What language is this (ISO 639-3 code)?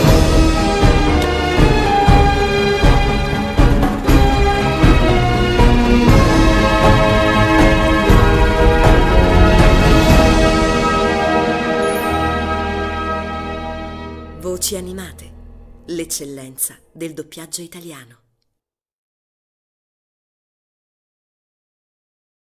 ita